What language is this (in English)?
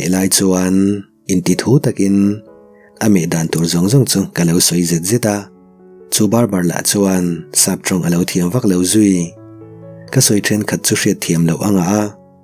Mizo